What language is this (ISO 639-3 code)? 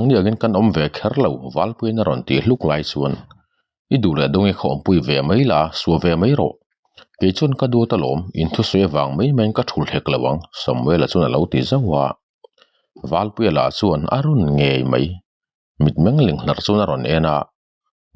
lus